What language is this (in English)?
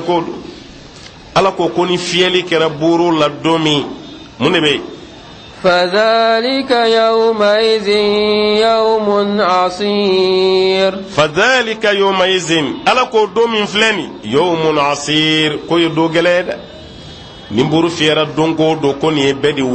Bambara